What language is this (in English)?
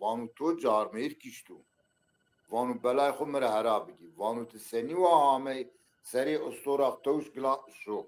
Zaza